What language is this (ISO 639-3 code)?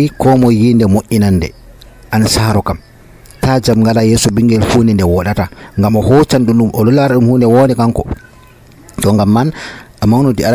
fuv